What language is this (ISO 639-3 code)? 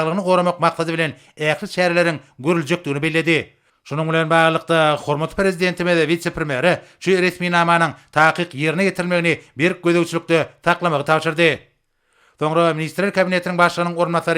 tuk